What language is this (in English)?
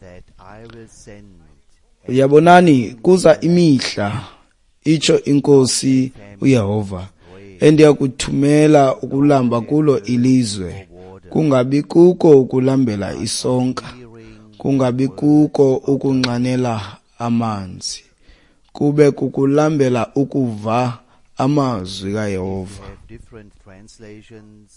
Xhosa